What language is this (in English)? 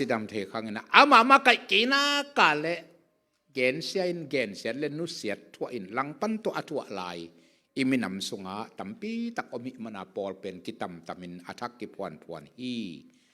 Tedim Chin